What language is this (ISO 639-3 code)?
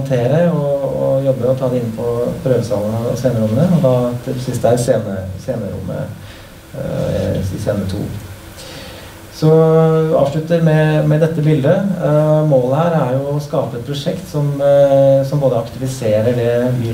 nor